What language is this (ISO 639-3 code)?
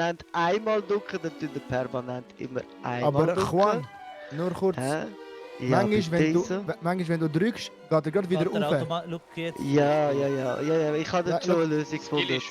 gsw